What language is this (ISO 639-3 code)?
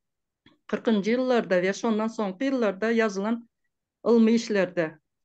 tuk